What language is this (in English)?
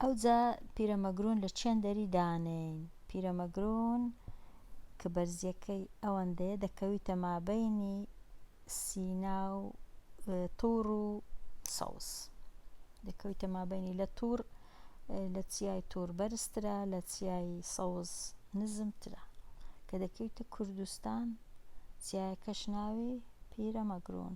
Central Kurdish